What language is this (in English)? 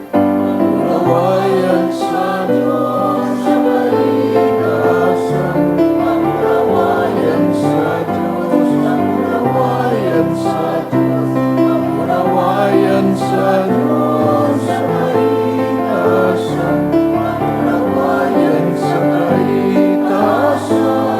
Bikol